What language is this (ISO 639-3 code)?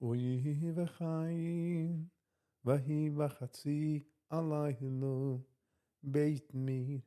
yid